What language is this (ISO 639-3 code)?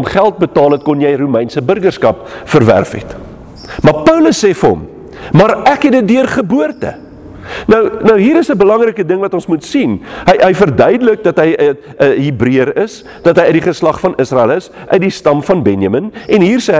afr